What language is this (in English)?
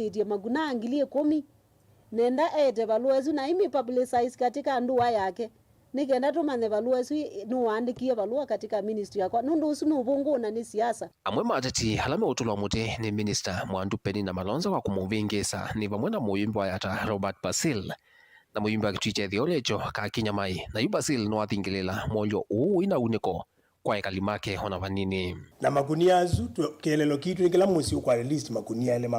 Kamba